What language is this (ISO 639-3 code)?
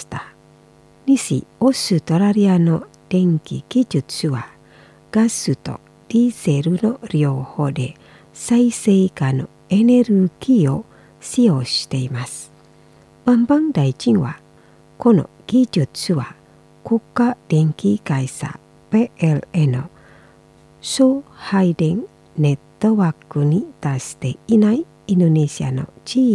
jpn